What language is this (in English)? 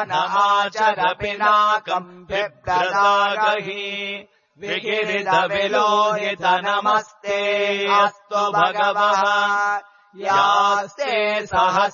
Sanskrit